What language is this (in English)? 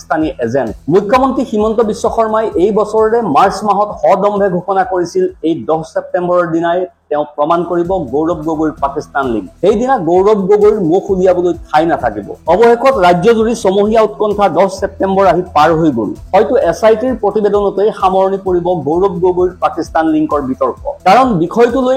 Assamese